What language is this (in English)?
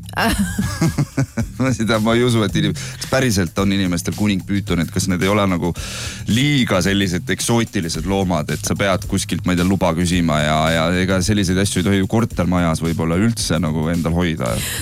Estonian